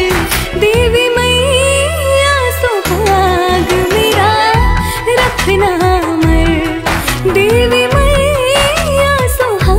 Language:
Bhojpuri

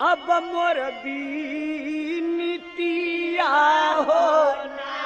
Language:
Bhojpuri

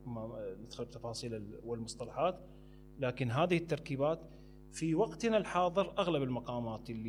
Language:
Mesopotamian Arabic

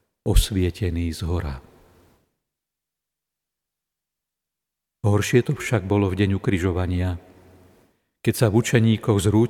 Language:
Slovak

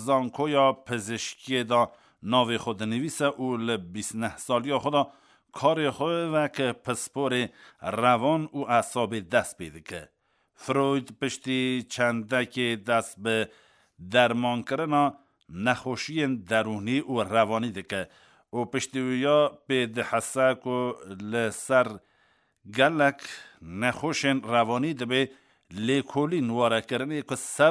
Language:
Kurdish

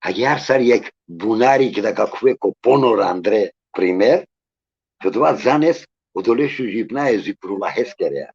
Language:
Balkan Romani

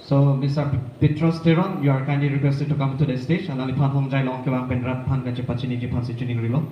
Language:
Karbi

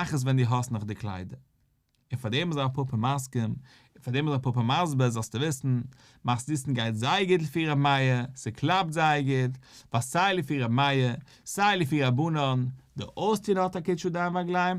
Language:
Yiddish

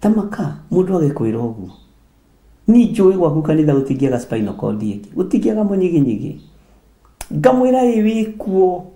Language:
Kikuyu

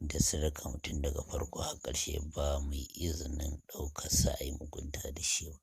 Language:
Hausa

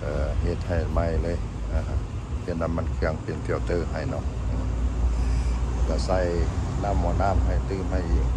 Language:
Lao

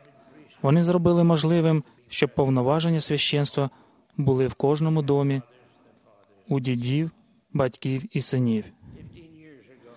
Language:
Ukrainian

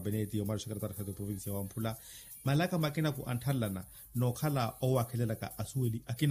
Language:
Makhuwa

